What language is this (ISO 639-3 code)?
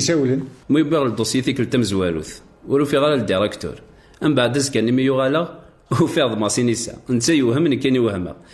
kab